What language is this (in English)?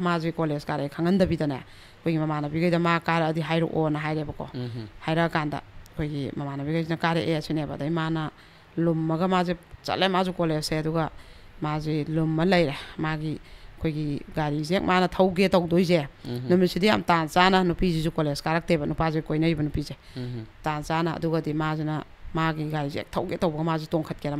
Manipuri